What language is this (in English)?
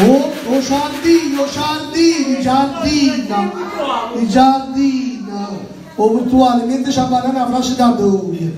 Neapolitan